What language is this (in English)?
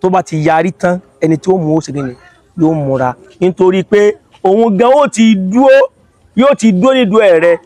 Yoruba